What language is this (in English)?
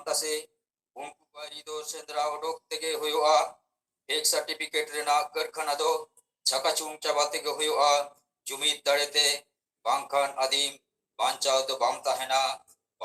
Santali